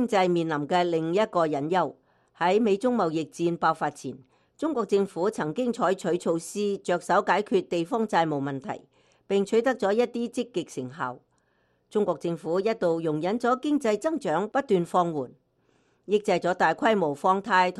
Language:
Cantonese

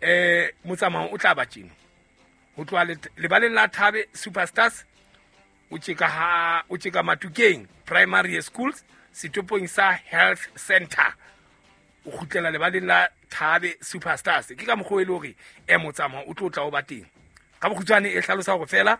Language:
Southern Sotho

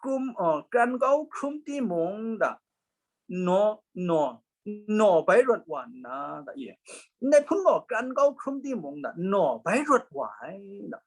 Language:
Kachin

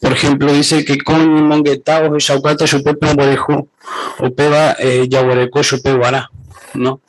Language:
Guarani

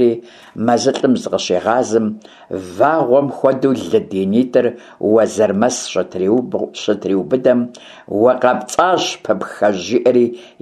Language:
Kabardian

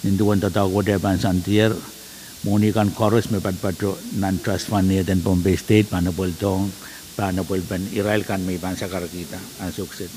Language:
Pohnpeian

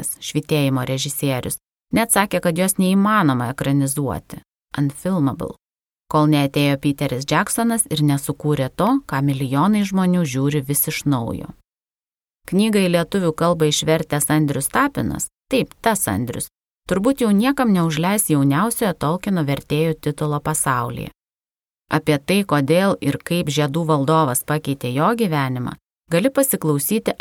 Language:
Lithuanian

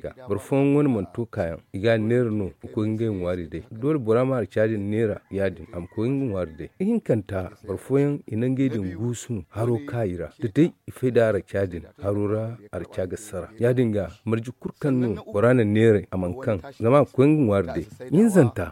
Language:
Zarma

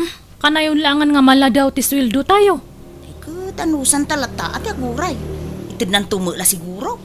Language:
Iloko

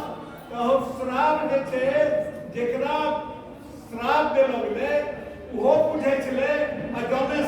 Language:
Angika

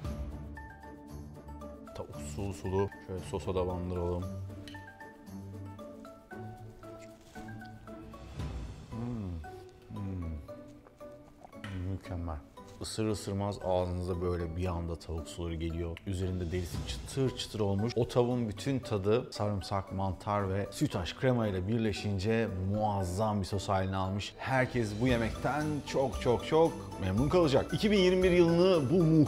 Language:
Turkish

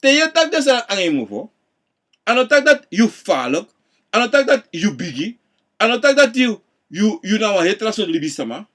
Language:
Sranan Tongo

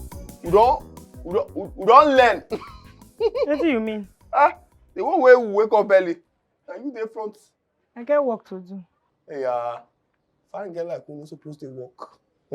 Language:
Nigerian Pidgin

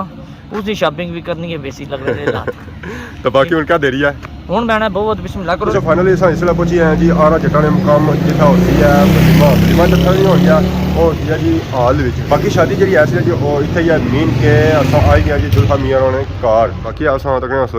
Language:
Pahari-Potwari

